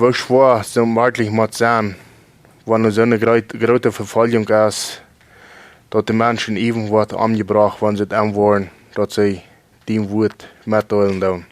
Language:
Plautdietsch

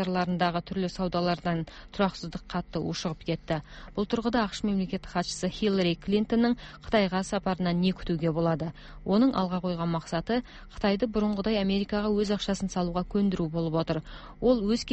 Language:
Kazakh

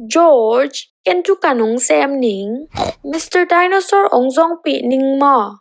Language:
Tedim Chin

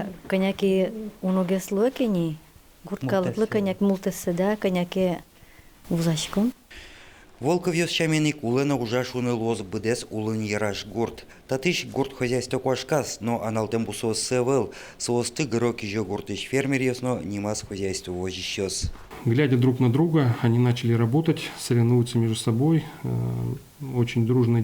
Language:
Udmurt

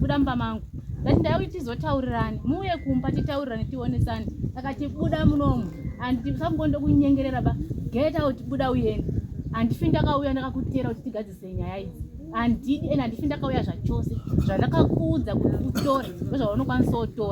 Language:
Shona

